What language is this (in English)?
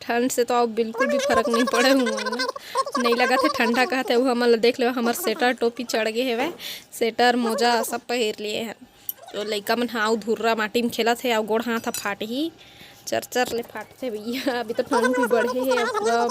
Chhattisgarhi